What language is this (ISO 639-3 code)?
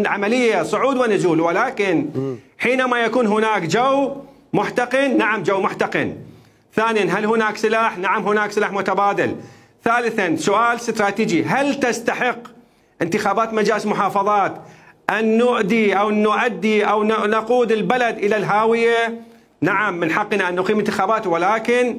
acm